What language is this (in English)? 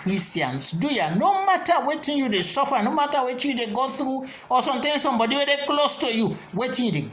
Krio